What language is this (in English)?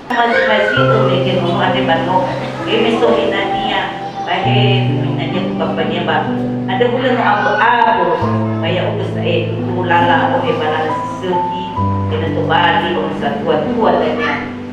Nias